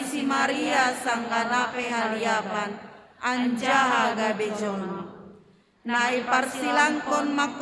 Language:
Batak Simalungun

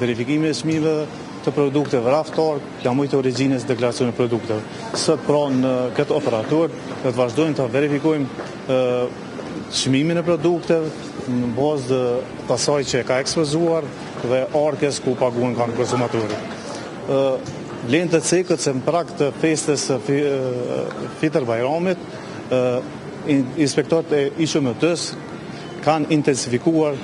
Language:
Albanian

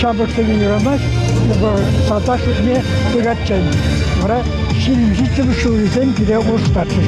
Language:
Chuvash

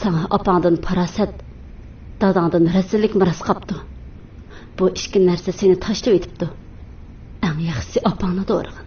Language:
Uyghur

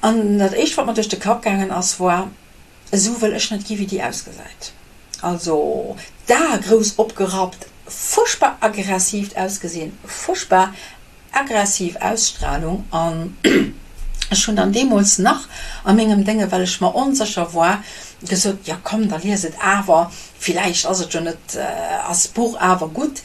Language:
Luxembourgish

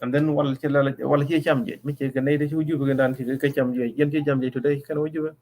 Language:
Nuer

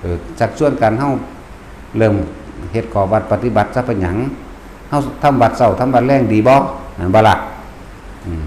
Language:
Northeastern Thai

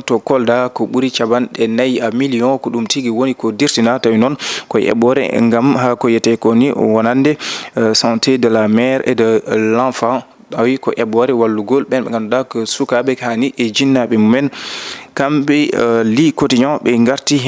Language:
Fula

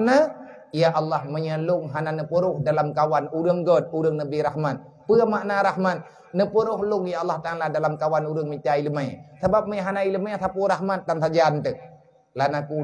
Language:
Achinese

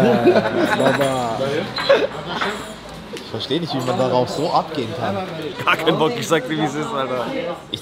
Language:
German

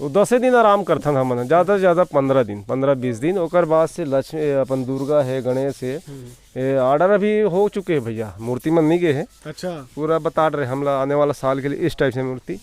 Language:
Chhattisgarhi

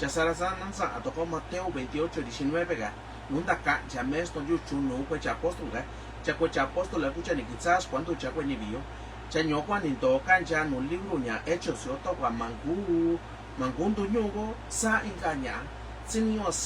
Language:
Mixtepec Mixtec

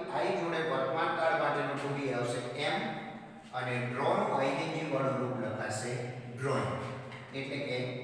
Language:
Gujarati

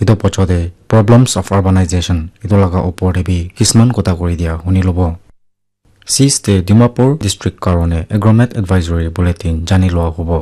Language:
Naga Pidgin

